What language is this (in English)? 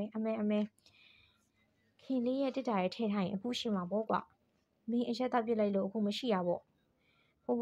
Burmese